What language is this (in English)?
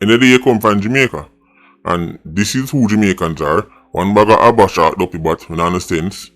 Jamaican Creole English